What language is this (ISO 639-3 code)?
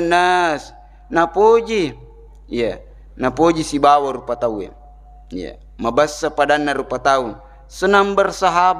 bug